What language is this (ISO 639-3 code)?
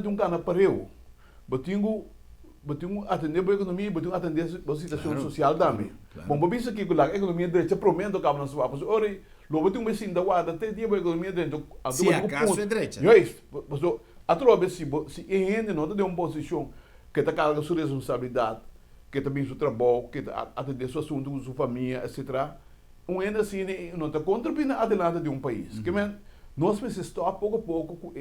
pap